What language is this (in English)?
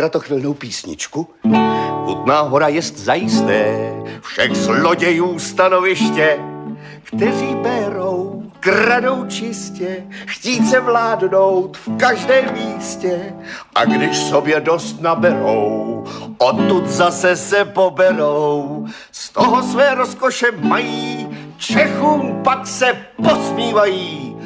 Czech